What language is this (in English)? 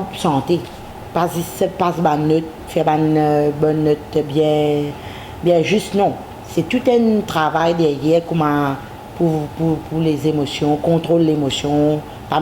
Morisyen